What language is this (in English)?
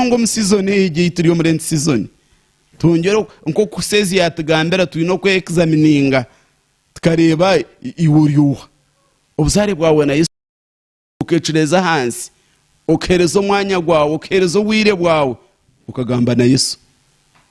Nyankole